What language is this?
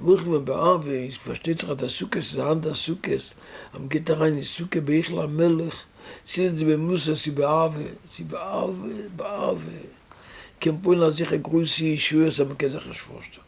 Yiddish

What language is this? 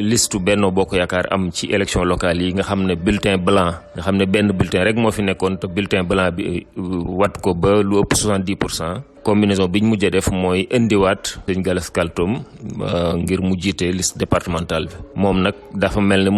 Wolof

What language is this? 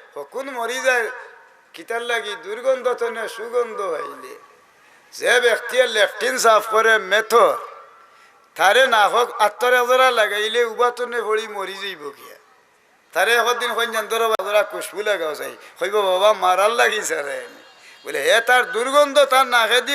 Sylheti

